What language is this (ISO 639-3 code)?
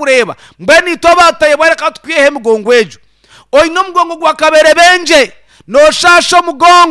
nyn